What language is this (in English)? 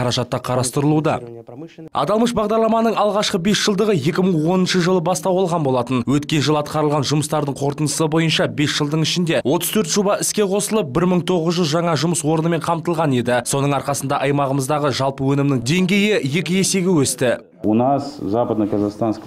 Kazakh